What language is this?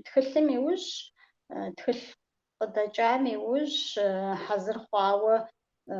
Kabardian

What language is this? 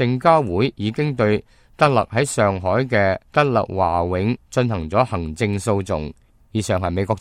Cantonese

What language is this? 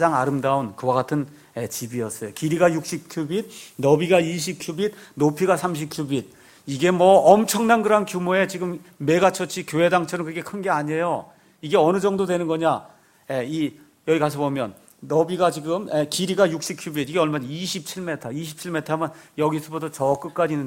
Korean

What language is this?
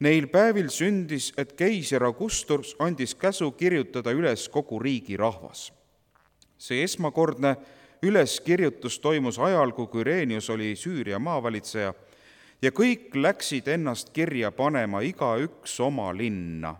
Estonian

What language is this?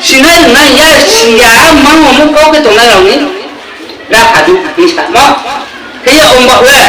Riang (India)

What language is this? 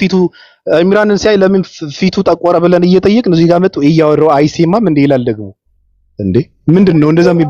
Amharic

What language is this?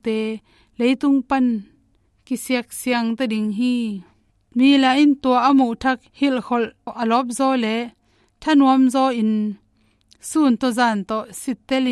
Tedim Chin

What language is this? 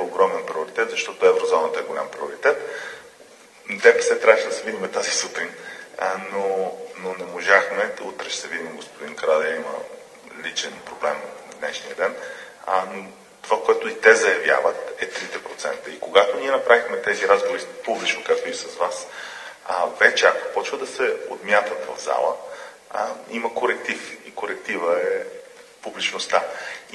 Bulgarian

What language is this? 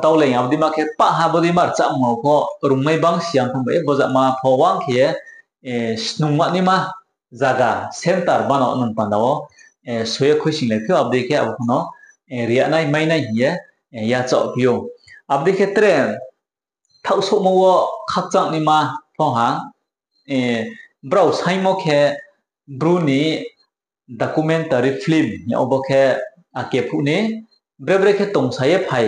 Riang (India)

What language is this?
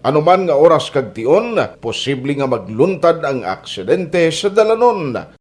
Hiligaynon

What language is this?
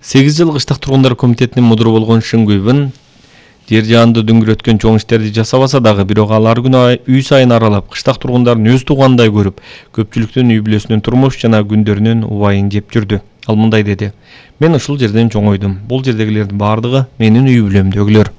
Kyrgyz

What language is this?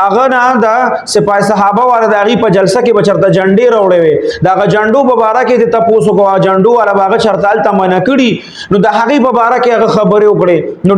Pashto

